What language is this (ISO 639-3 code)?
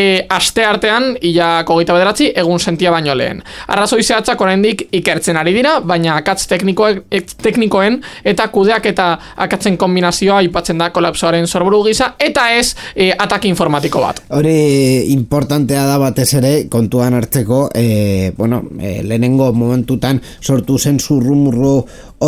eus